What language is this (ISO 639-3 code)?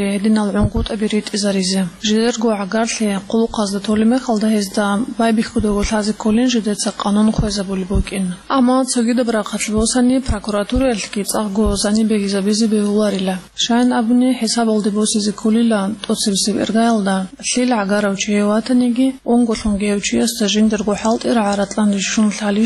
ava